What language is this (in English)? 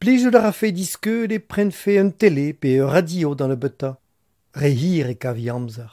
Breton